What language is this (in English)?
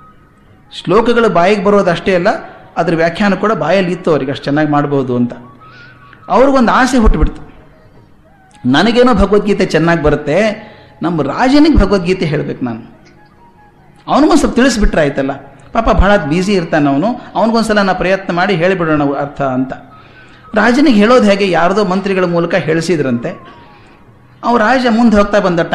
Kannada